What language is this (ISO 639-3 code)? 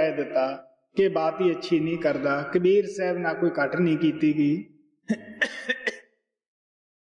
pan